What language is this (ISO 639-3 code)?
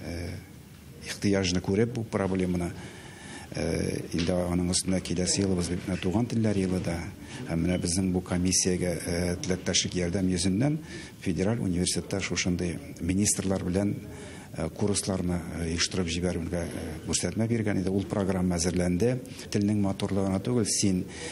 tat